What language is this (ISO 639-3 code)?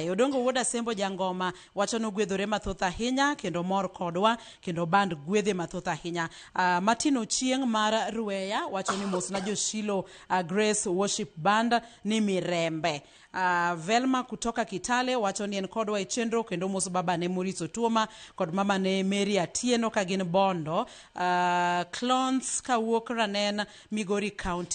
luo